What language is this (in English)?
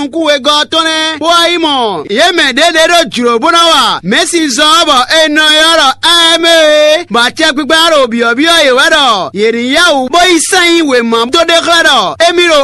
Fon